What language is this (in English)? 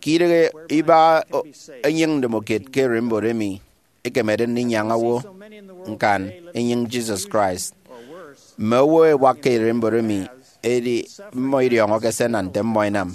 Efik